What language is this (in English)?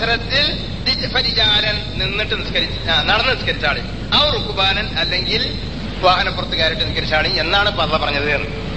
Malayalam